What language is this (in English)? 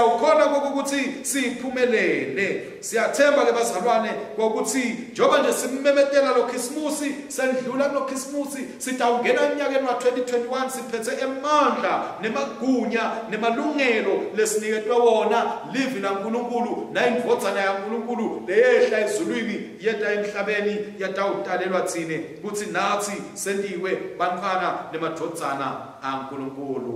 Swati